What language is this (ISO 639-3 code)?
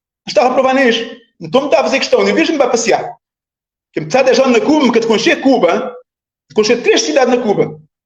kea